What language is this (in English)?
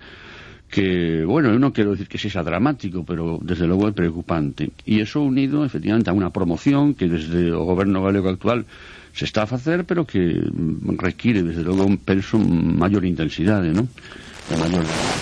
Galician